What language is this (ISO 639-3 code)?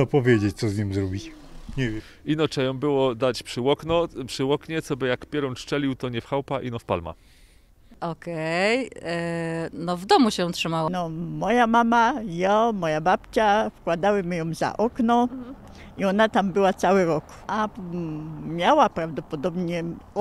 szl